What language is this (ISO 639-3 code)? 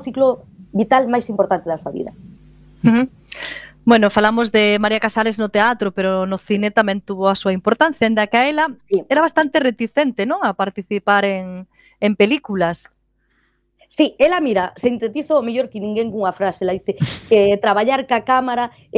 glg